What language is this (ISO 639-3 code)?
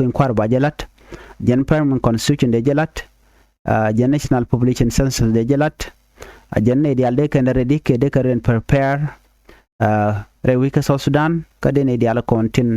nus